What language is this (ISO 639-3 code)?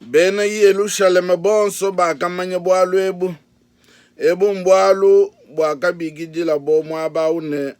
lua